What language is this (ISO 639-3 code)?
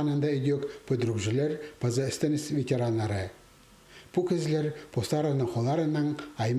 kjh